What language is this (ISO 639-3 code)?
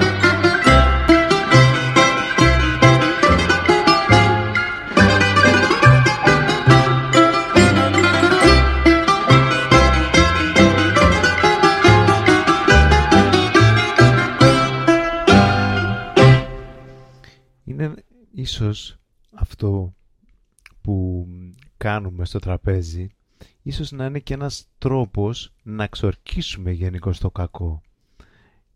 ell